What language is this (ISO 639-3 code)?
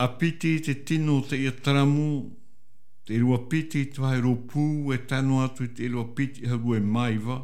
tah